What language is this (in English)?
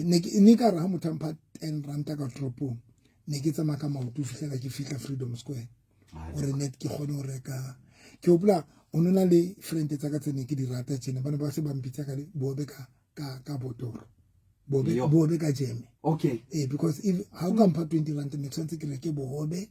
Southern Sotho